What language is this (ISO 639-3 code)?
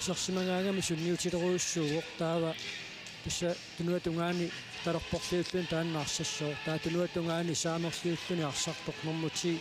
kal